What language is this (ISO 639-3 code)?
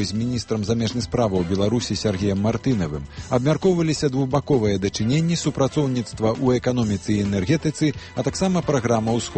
bel